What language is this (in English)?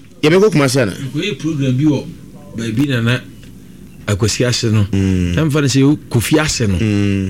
Akan